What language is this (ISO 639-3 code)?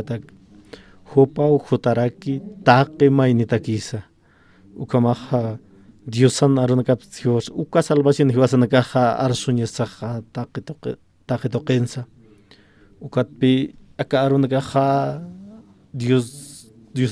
aym